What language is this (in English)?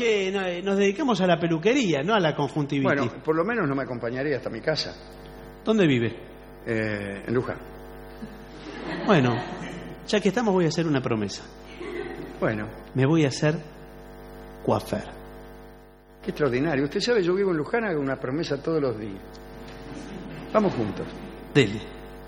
Spanish